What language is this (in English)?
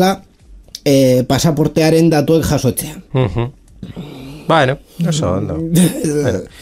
Basque